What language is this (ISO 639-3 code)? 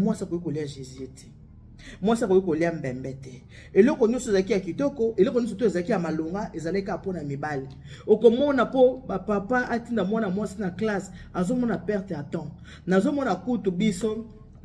lin